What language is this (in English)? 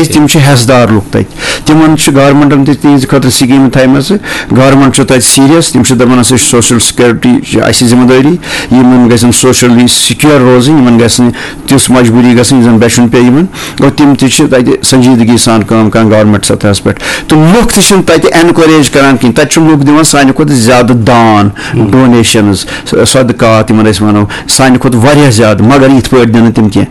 Kashmiri